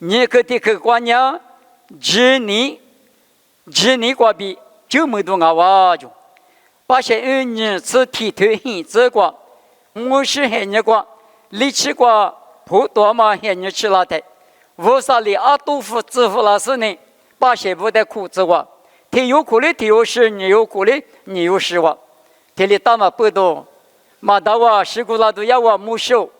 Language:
Lisu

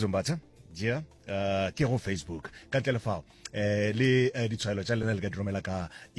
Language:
Northern Sotho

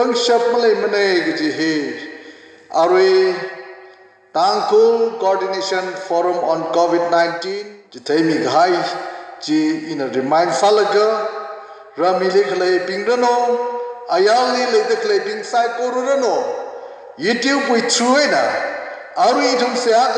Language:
Tangkhul Naga (India)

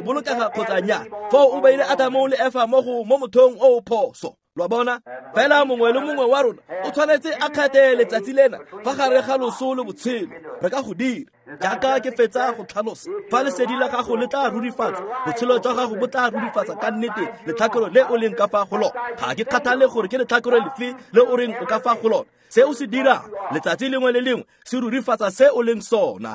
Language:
Tswana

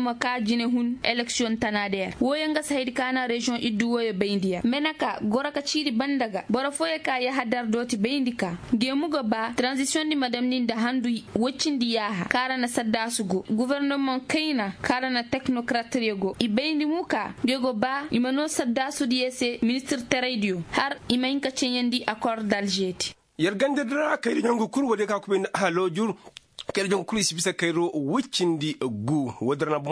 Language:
Koyraboro Senni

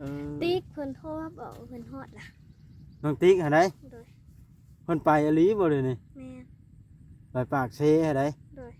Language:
Northeastern Thai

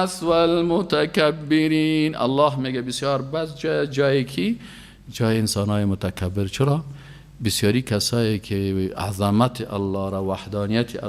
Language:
Persian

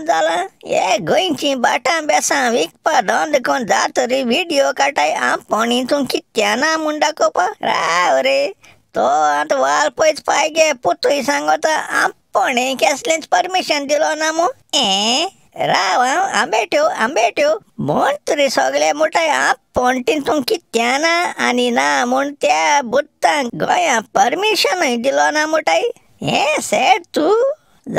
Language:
Konkani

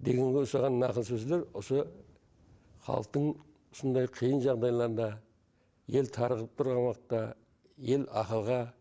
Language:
Kara-Kalpak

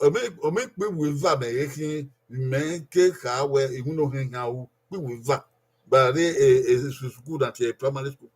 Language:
Bini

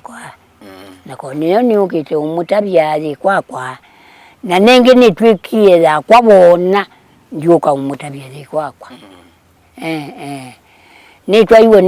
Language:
Kamba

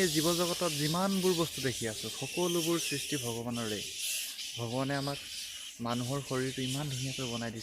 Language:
Assamese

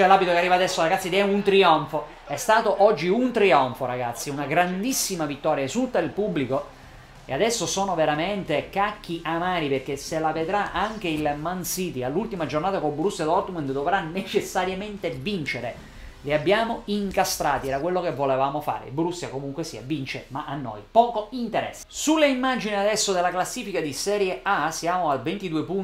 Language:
Italian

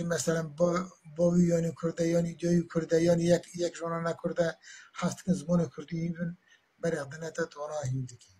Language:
Kurdish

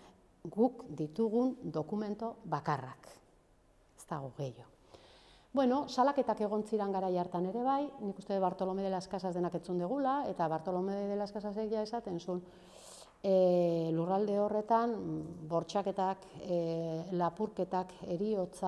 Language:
Basque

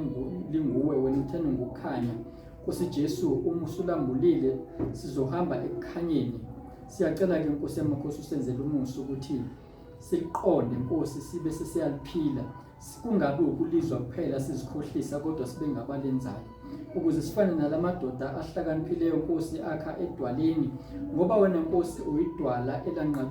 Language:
Zulu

